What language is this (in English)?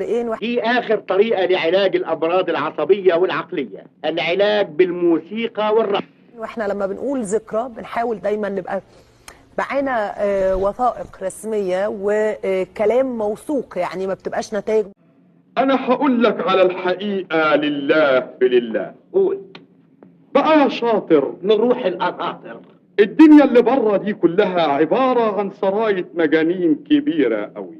Egyptian Arabic